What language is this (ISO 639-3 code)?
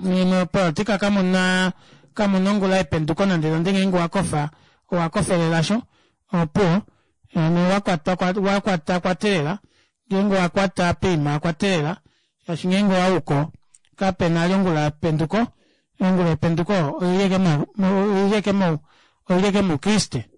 kua